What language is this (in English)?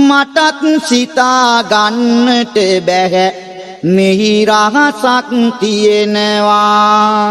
Sinhala